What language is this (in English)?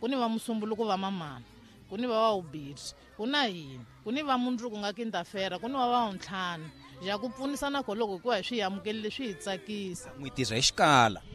Tsonga